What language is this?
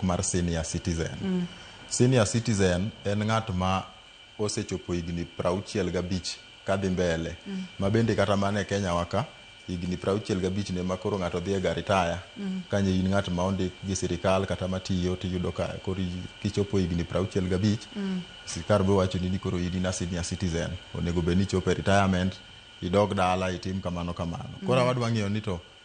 Luo (Kenya and Tanzania)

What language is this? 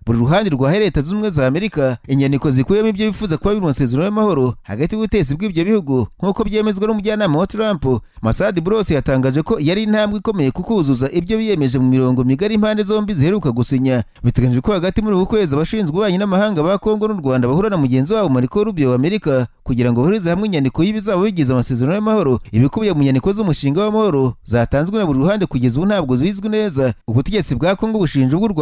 Kinyarwanda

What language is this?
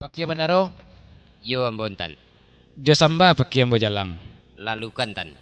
Minangkabau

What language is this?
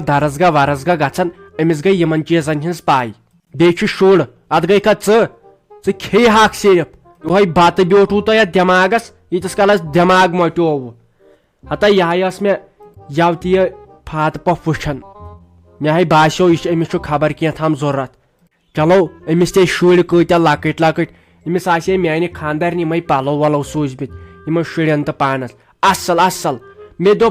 Kashmiri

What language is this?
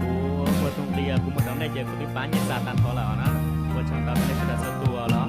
Hmong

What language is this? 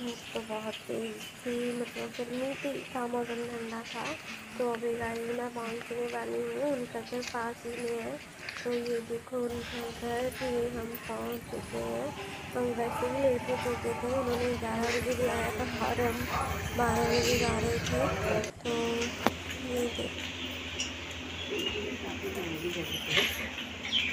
Hindi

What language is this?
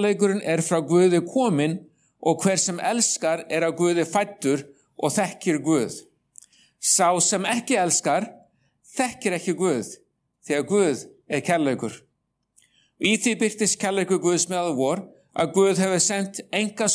Icelandic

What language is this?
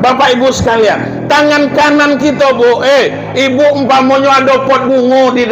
Minangkabau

